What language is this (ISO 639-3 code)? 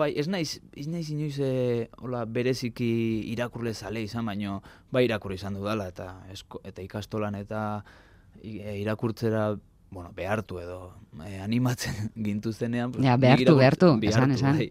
eus